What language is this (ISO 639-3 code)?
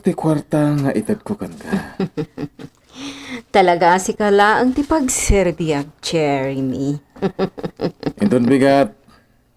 ilo